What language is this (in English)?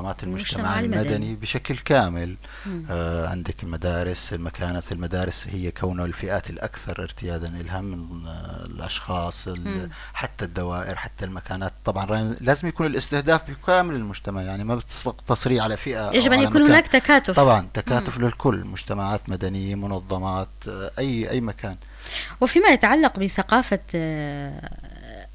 North Levantine Arabic